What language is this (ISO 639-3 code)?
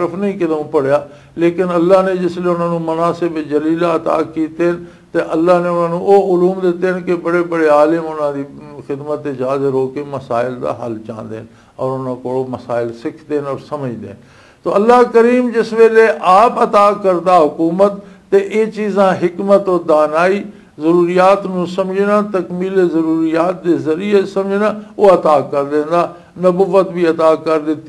lah